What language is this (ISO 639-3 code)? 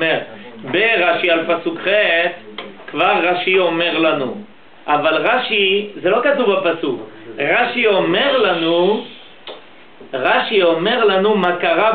heb